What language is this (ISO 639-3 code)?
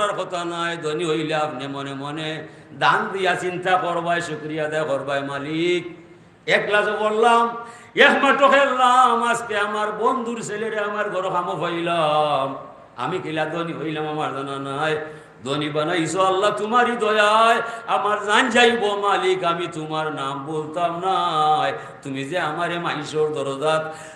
syl